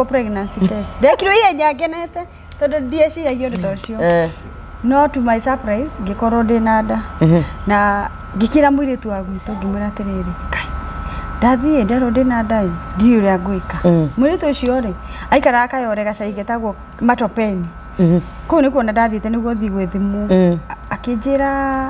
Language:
Kikuyu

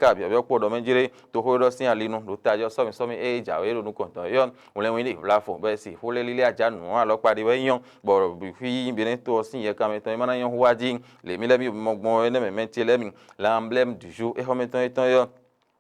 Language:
Fon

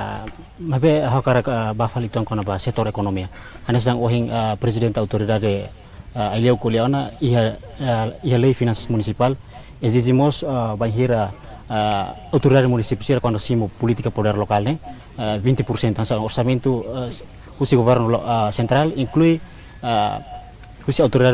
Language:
Tetum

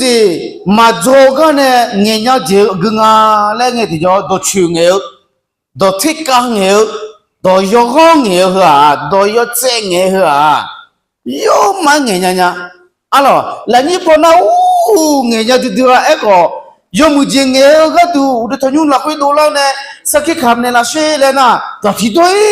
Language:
Akha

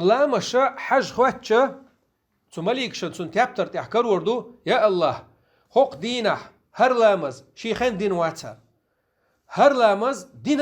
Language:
Chechen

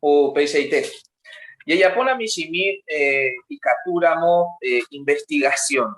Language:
Guarani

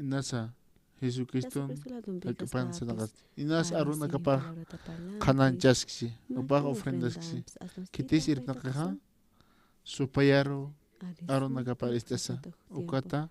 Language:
Aymara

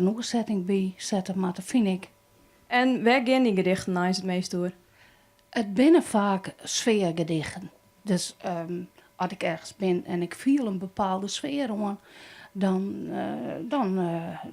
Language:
Western Frisian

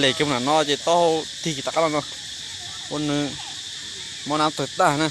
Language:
Hmong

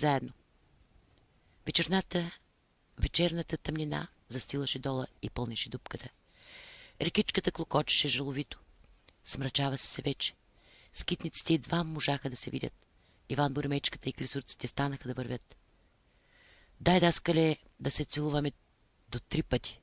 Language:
Bulgarian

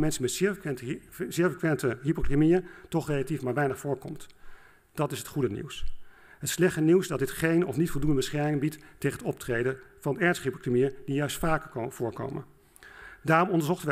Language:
Dutch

